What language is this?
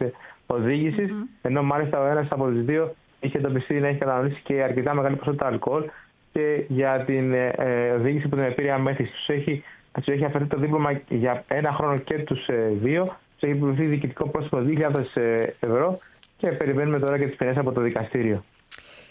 Greek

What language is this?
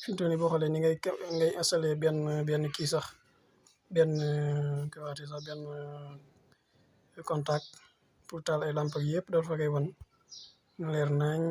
Wolof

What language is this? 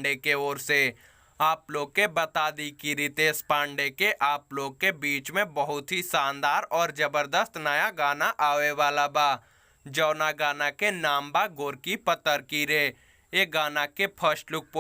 Bhojpuri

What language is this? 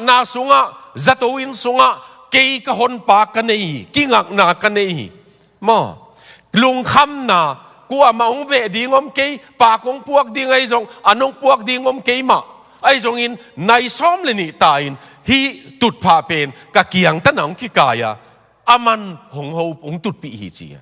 Tedim Chin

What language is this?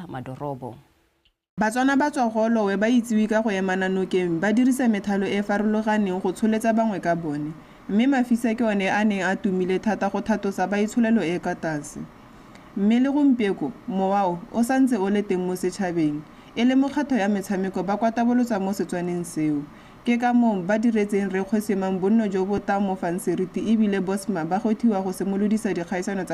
Tswana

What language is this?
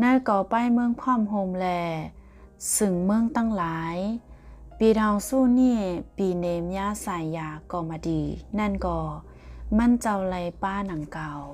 Shan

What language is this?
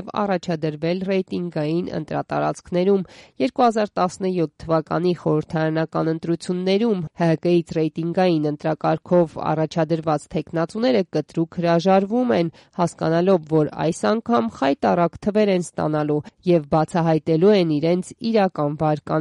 Armenian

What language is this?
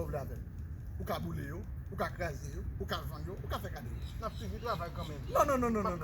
Haitian Creole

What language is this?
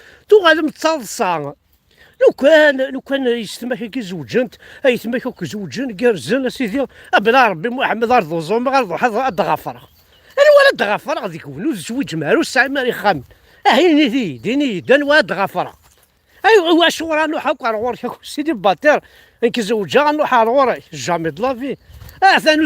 Kabyle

